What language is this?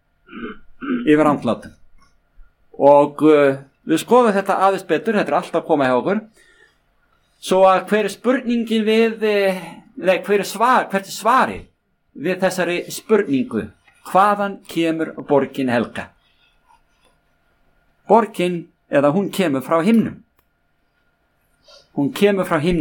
Icelandic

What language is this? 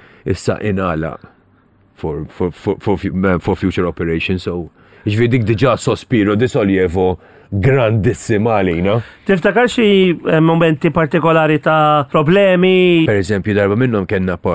Maltese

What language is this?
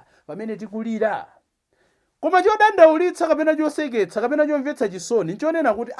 Nyanja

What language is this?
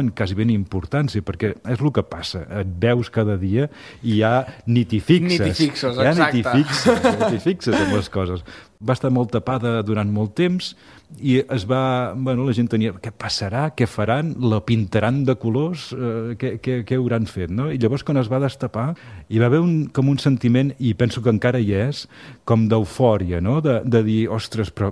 Catalan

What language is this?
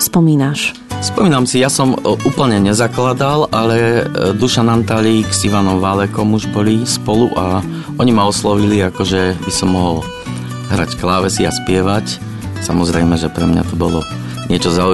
Slovak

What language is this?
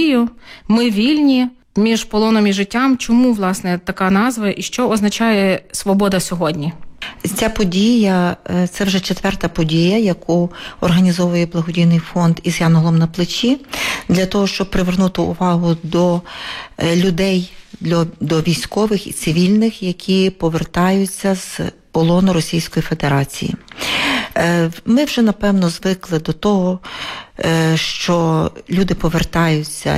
Ukrainian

